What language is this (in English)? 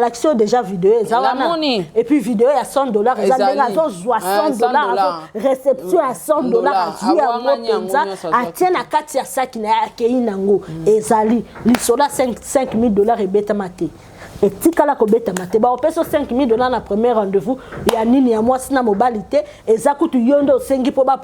Lingala